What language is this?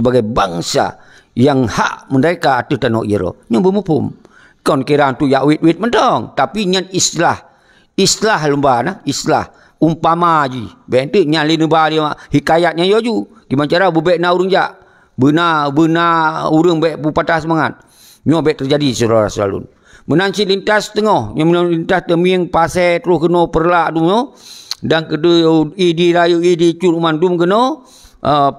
Achinese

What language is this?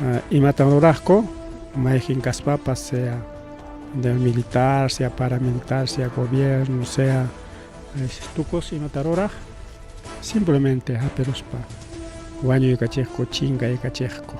Ayacucho Quechua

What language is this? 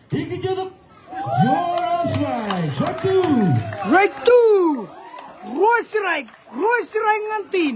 Marshallese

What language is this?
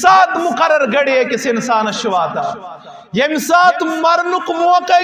Kashmiri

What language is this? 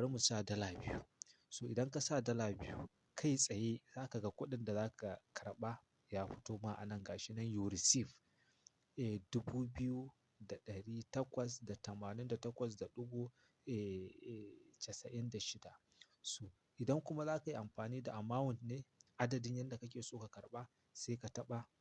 Hausa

